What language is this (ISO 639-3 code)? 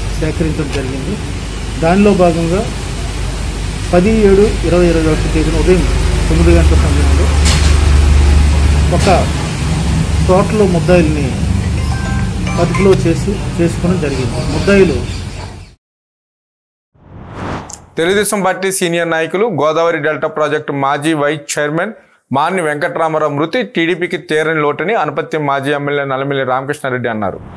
tel